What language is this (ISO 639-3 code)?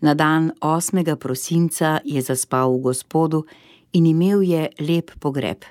slv